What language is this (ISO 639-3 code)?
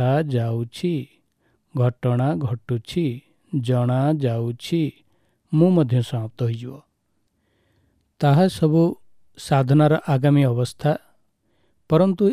ori